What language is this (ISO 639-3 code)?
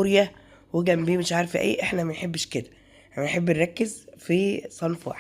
arz